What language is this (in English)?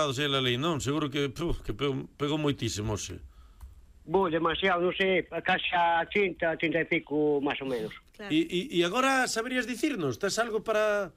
Galician